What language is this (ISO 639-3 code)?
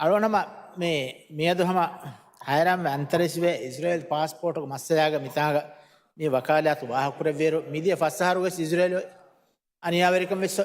div